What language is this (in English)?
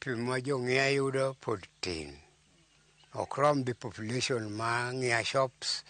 Luo (Kenya and Tanzania)